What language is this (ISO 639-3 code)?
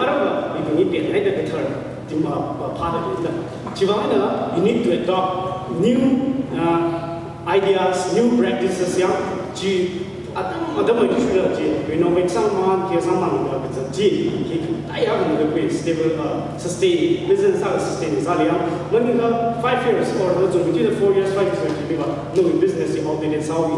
nmf